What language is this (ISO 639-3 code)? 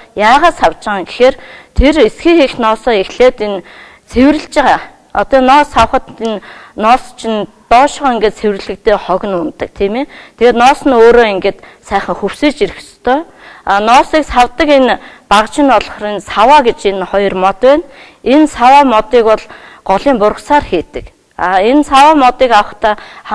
mon